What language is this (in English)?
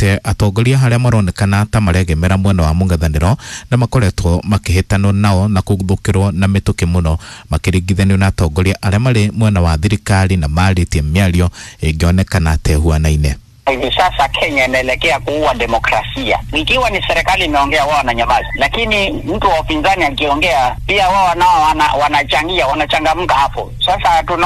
Kikuyu